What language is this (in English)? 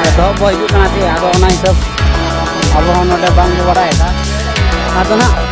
Santali